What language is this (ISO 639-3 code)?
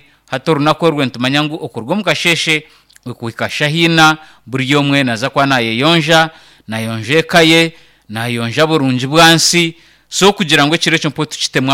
nyn